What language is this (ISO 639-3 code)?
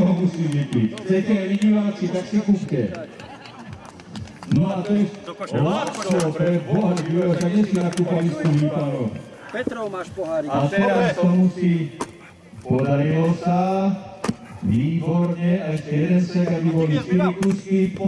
slk